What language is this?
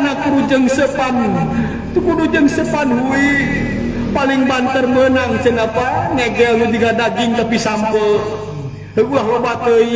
Sundanese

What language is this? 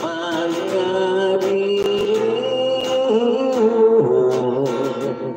Hiligaynon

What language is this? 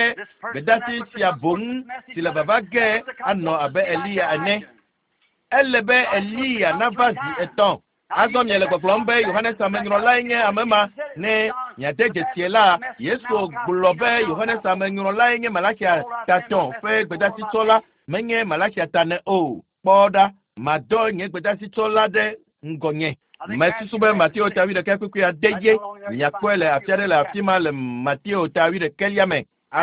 Ewe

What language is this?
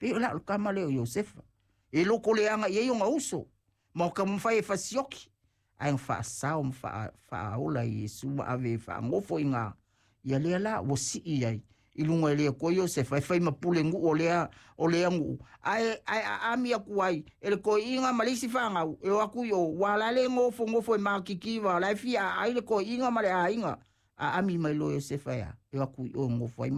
Samoan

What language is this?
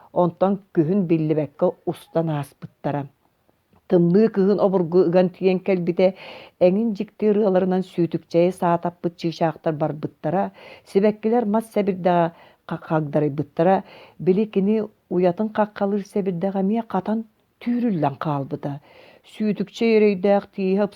Yakut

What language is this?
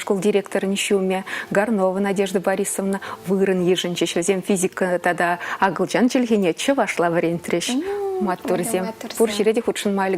Chuvash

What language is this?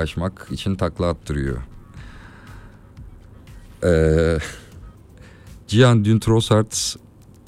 Turkish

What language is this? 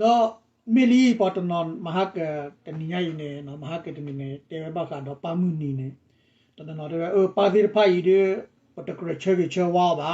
S'gaw Karen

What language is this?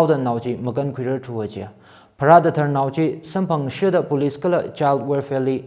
Tangkhul Naga (India)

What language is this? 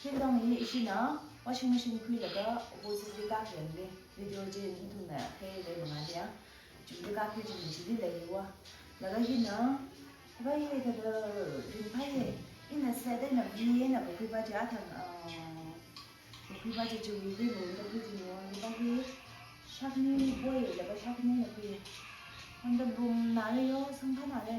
Tangkhul Naga (India)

